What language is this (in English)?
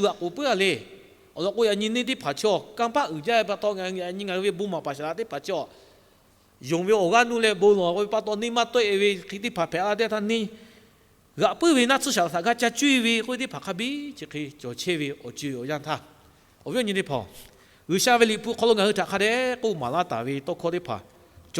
Lahu